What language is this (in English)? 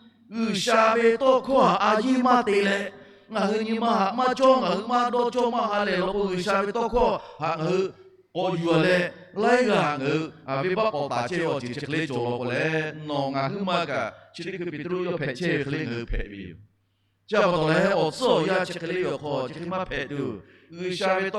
Lahu